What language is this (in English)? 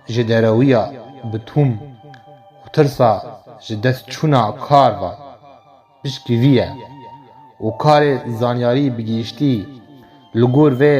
Kurdish